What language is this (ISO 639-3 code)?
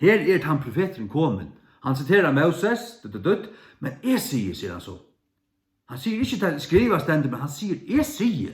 fao